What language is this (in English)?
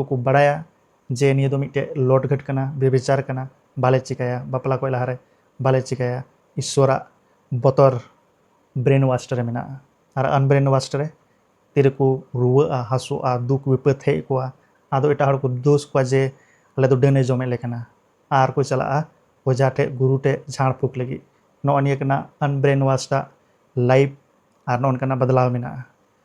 Santali